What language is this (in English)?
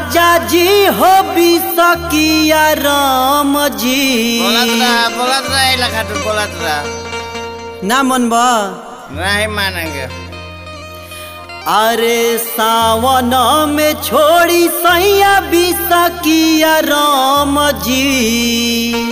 Bhojpuri